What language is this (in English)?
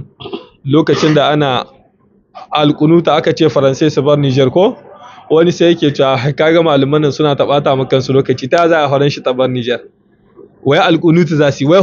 Hausa